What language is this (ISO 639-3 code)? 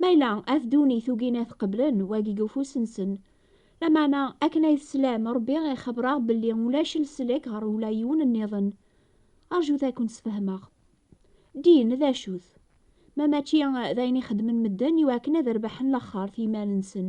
kab